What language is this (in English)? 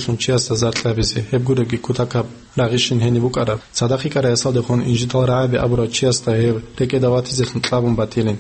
Avaric